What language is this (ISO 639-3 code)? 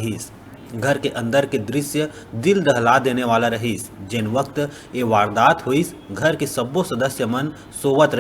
hne